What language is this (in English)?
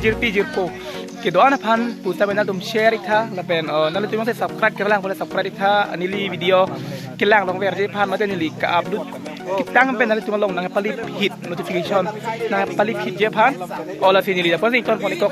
Karbi